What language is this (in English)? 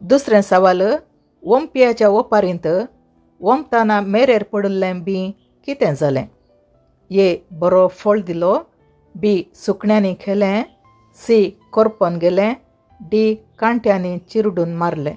Konkani